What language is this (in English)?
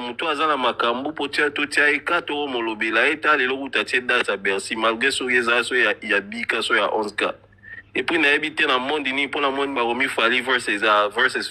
Lingala